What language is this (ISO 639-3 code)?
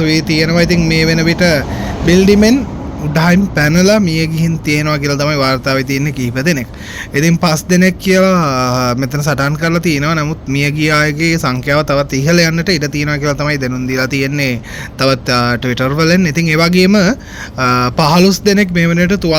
sin